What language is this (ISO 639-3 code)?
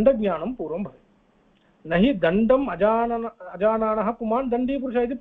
san